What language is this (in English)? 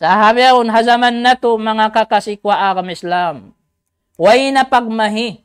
Tausug